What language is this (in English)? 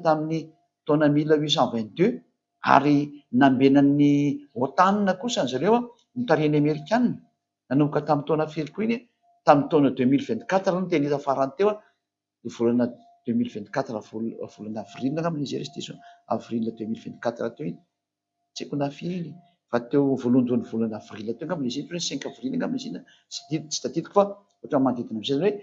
Malagasy